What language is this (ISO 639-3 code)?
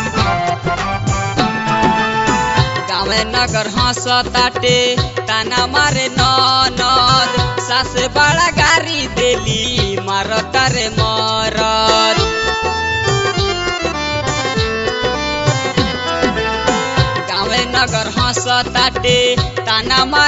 bho